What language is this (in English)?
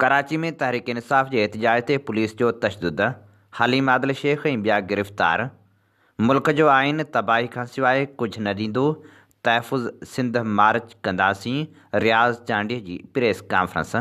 Sindhi